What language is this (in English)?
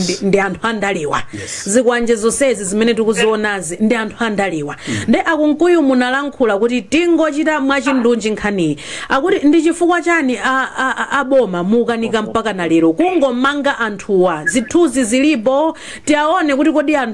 Nyanja